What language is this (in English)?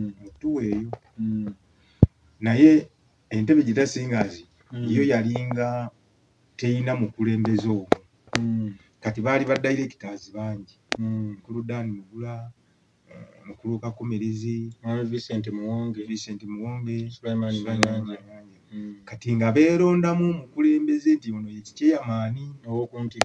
Ganda